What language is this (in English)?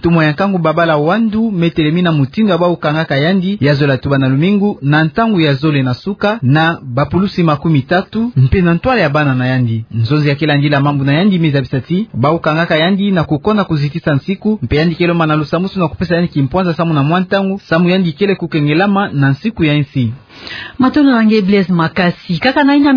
Kituba (Democratic Republic of Congo)